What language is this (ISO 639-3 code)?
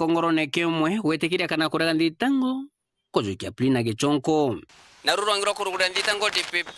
mer